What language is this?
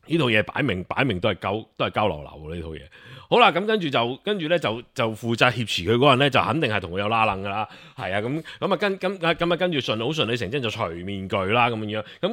Cantonese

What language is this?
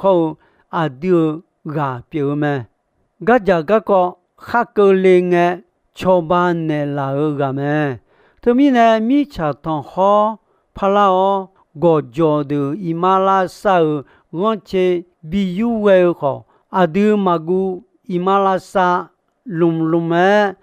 Akha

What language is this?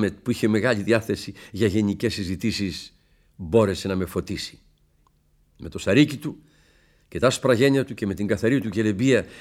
Greek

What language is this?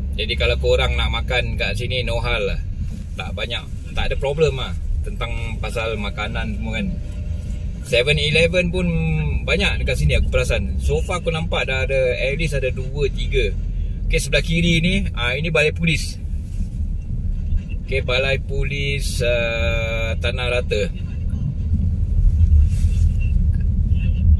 Malay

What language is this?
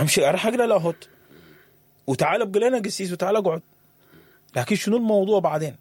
Sudanese Arabic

